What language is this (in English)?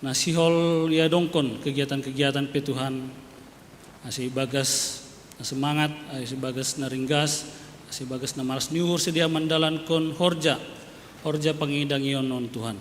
Batak Simalungun